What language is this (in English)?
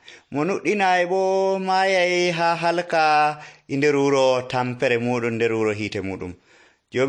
Nigerian Fulfulde